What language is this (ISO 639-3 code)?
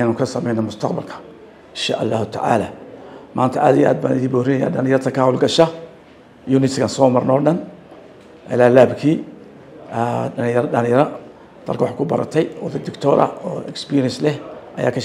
som